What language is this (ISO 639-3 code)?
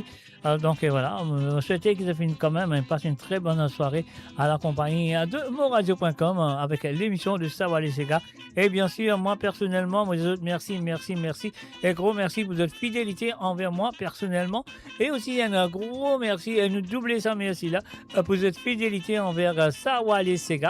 mfe